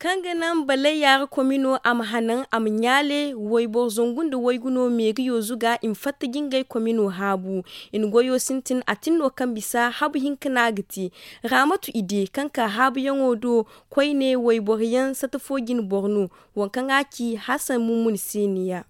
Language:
Zarma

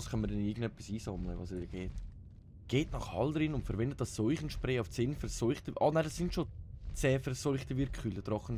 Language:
Swiss German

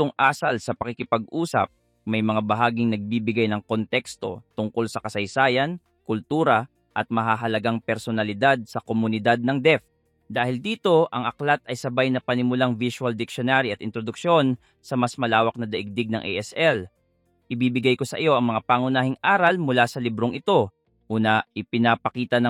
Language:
Filipino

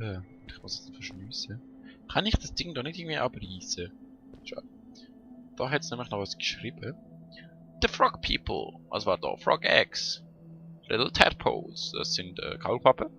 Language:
Swiss German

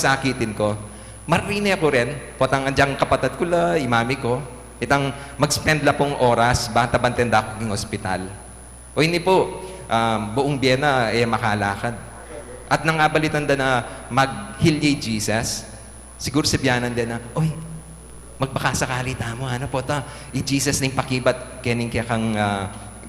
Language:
Pampanga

